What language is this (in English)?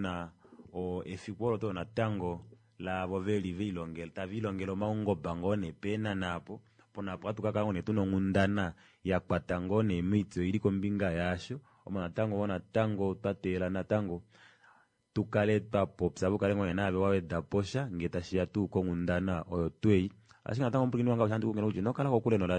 Kuanyama